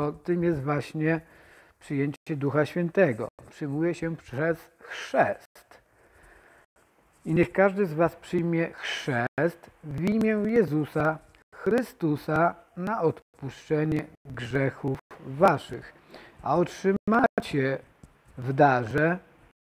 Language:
Polish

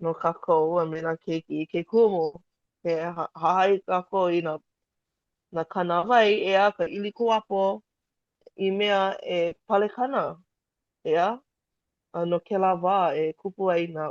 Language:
Hawaiian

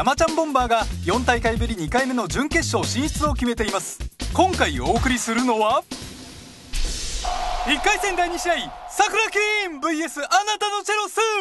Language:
Japanese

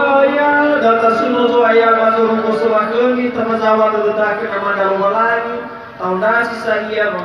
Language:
Nias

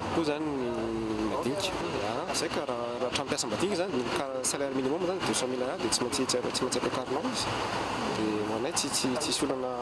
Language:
Malagasy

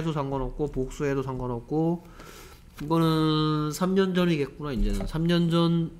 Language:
Korean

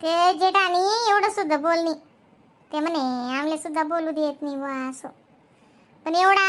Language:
Khandesi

